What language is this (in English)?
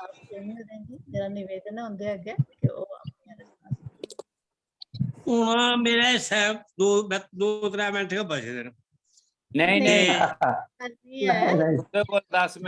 Dogri